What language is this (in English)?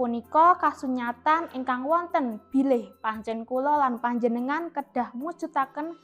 Javanese